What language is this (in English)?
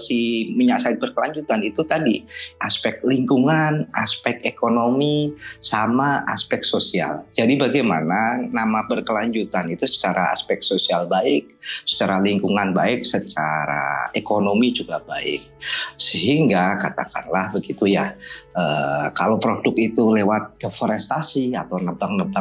Indonesian